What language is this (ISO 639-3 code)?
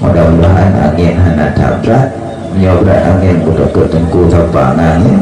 ace